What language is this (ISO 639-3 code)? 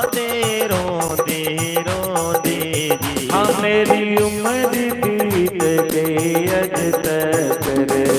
doi